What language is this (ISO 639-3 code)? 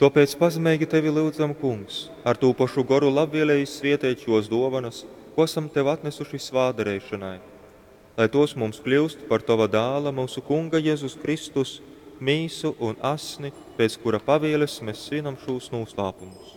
ltg